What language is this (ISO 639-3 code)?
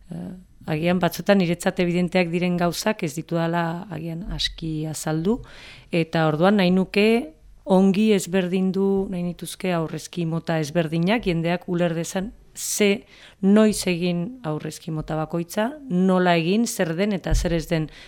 eus